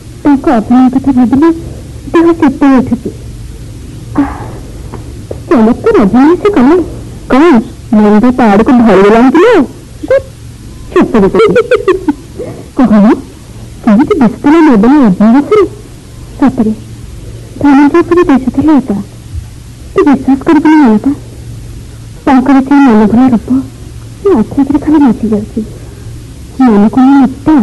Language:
Odia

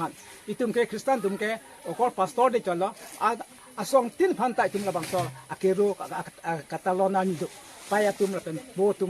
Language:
Karbi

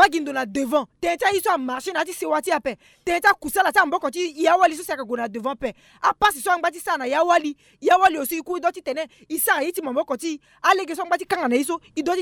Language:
Sango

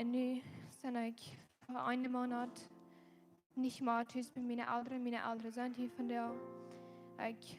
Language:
Plautdietsch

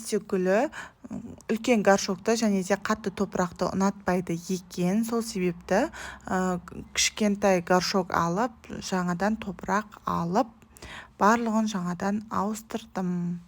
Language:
Kazakh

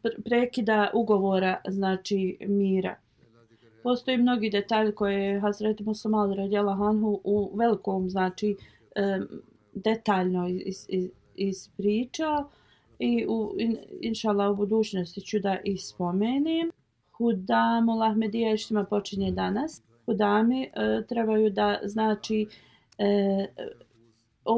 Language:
Bosnian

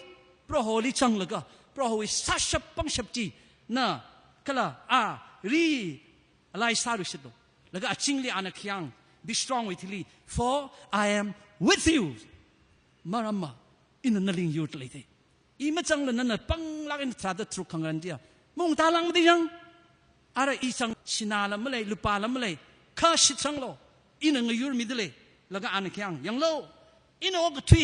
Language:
Tangkhul Naga (India)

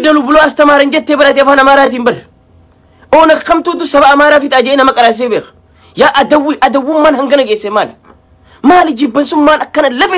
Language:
Oromo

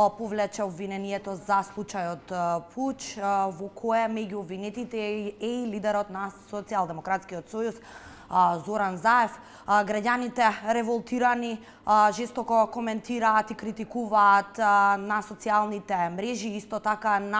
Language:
Macedonian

